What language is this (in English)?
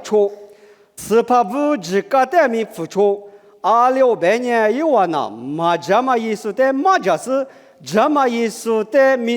Lisu